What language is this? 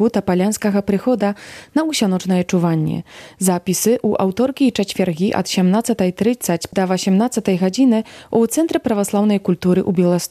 Belarusian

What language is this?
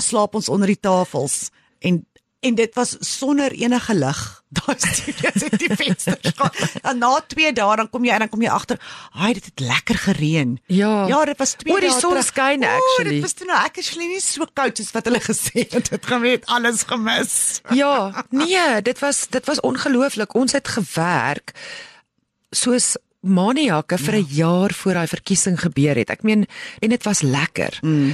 Afrikaans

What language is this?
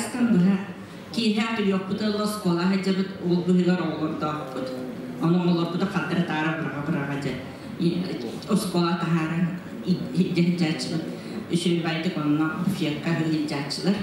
Yakut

